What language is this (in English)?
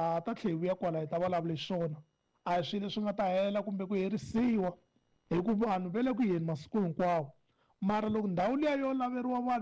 Tsonga